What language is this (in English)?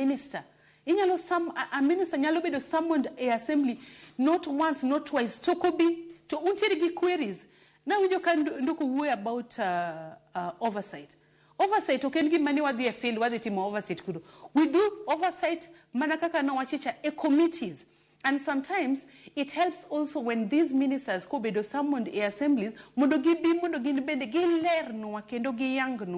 Luo (Kenya and Tanzania)